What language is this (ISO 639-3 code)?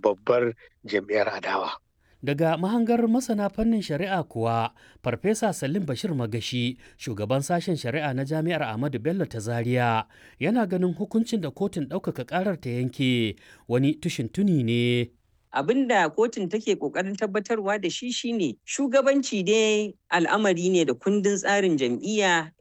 hau